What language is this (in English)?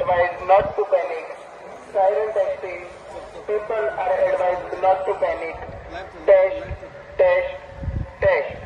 Konkani